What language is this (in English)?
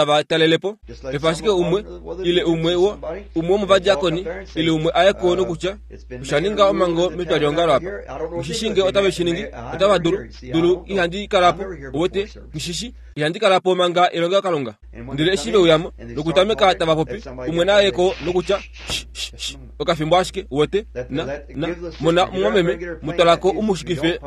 Kuanyama